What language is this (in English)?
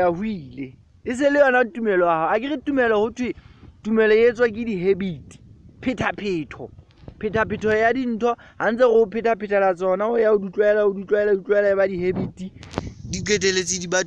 Southern Sotho